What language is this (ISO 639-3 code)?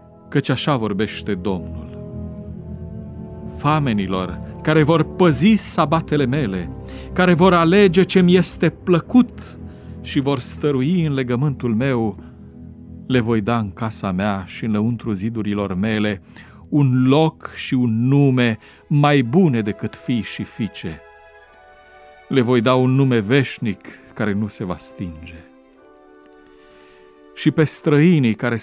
ron